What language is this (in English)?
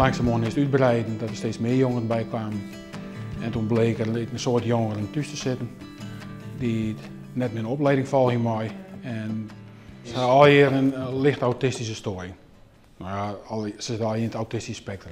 Western Frisian